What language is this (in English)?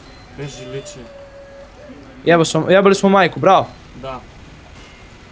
Serbian